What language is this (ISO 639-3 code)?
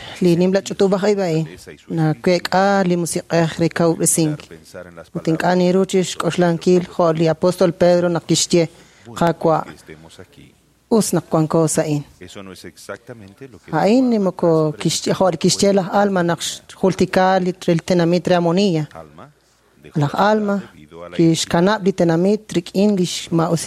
kek